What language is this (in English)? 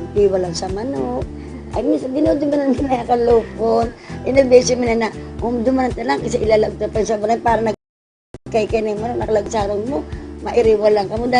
Bikol